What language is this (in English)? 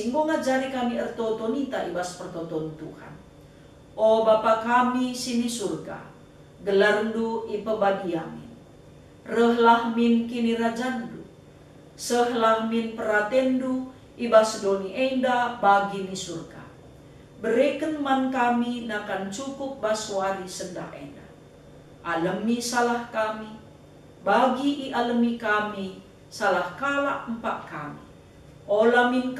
Batak Karo